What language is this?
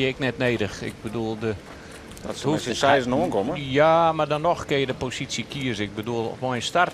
Western Frisian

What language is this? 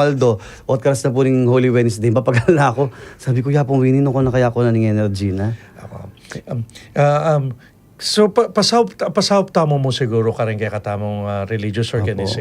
Pampanga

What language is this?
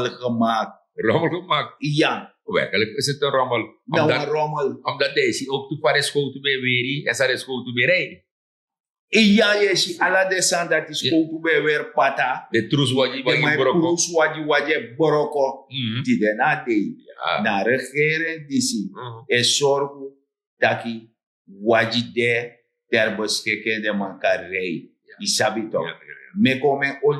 Sranan Tongo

